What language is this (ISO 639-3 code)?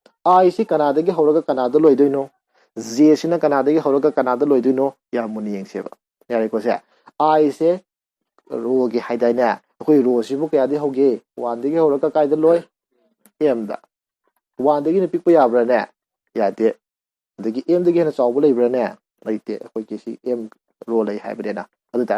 mni